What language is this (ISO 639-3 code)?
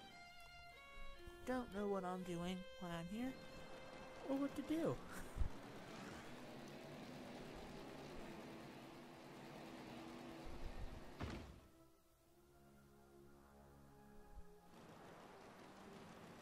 eng